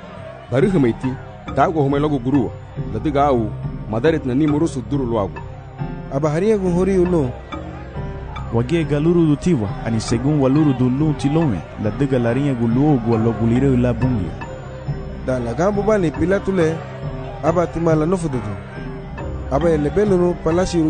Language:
Garifuna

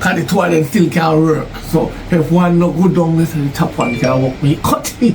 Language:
Jamaican Creole English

